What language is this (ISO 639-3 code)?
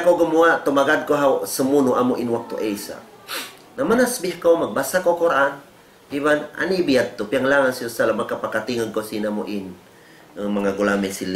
tsg